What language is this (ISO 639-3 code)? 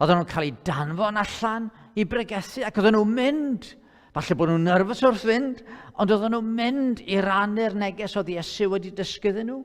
cym